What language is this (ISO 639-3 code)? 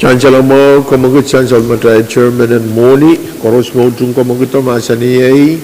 pon